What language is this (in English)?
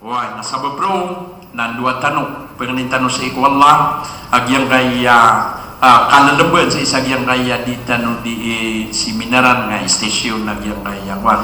Maranao